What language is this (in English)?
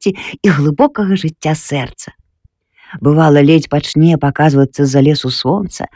Belarusian